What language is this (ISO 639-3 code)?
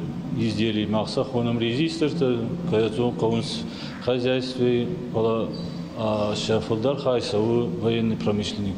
oss